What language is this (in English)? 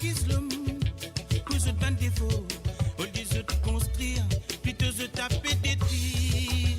Morisyen